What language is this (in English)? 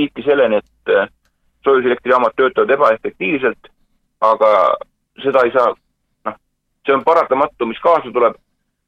Estonian